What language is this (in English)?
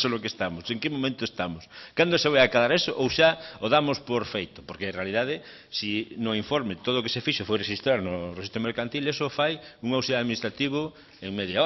Galician